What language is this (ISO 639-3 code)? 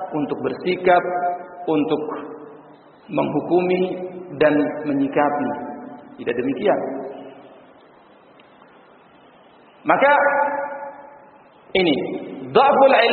ind